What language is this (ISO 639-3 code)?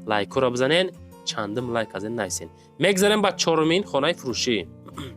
tgk